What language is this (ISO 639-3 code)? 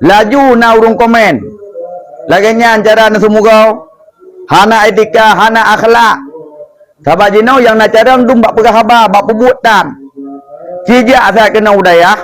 ace